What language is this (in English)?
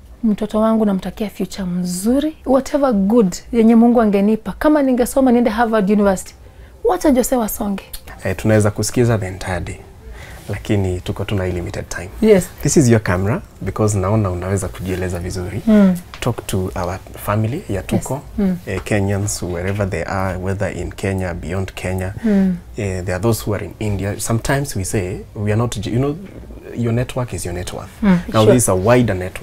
Swahili